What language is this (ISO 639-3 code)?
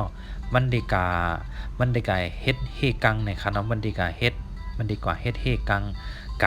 shn